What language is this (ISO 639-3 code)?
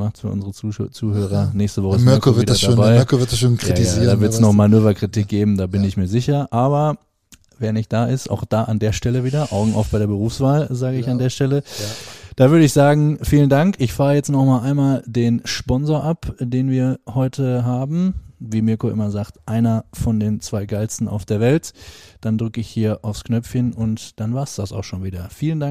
deu